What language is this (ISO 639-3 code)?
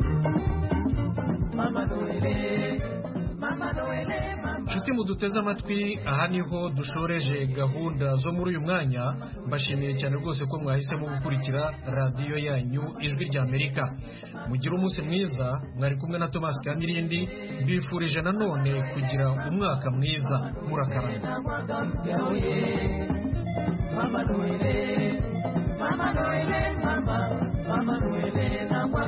kin